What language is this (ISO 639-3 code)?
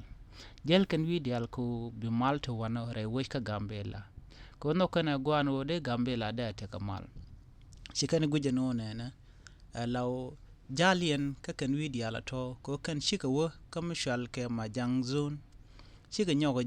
nus